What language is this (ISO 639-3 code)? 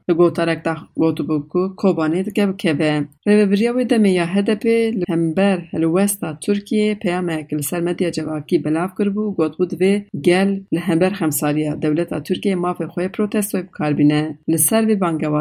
kur